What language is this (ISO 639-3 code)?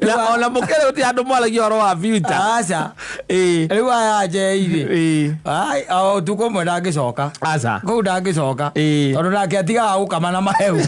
kik